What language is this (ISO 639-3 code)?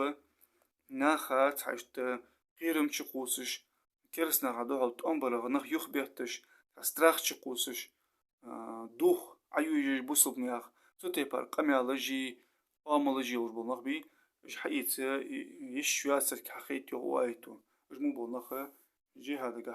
inh